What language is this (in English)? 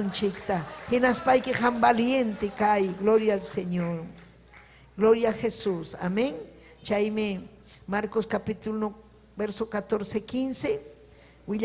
Ayacucho Quechua